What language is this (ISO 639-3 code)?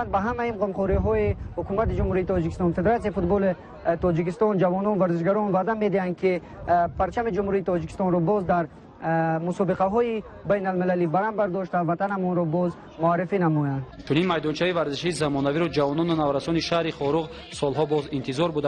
tgk